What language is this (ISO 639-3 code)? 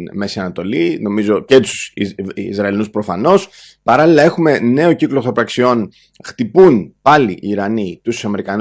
ell